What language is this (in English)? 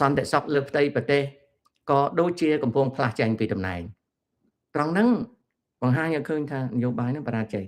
Khmer